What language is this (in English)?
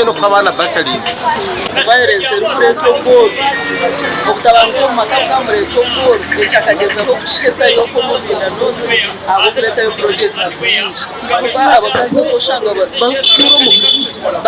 Nyankole